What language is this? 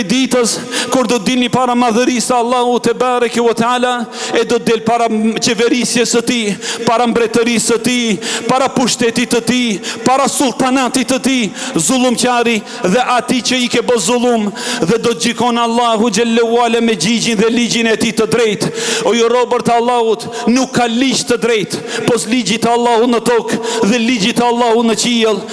Albanian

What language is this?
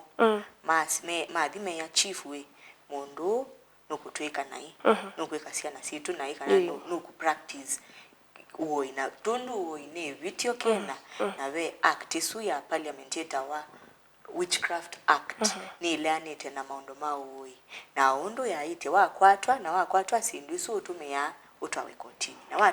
Kamba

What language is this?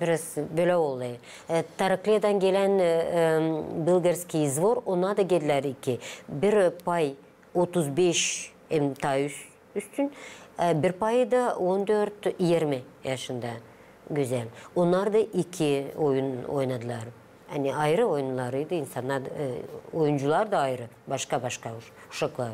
Gagauz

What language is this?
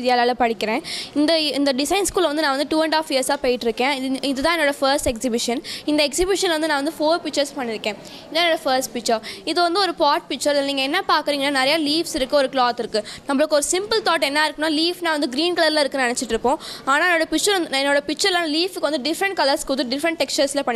Tamil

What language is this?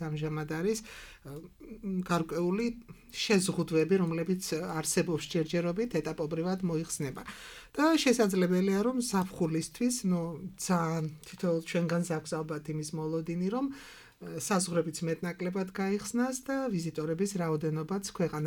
Georgian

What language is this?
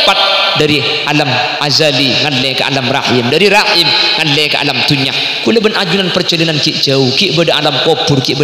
Madurese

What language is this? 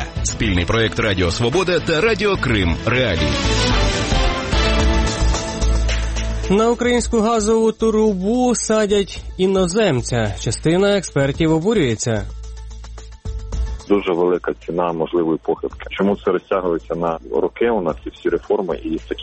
Ukrainian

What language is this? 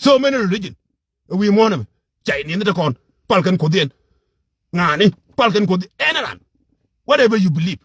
Nuer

